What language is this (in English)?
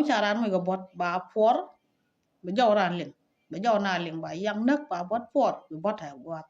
Nuer